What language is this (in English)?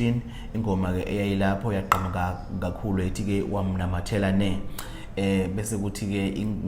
Zulu